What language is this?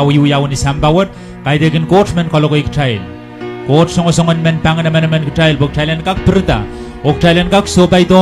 Pohnpeian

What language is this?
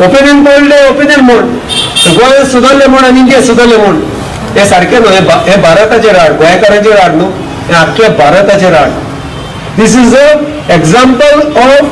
Konkani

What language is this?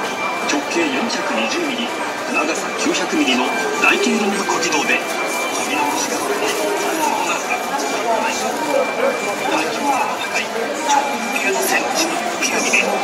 Japanese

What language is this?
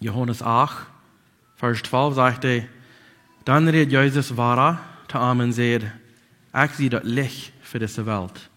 Plautdietsch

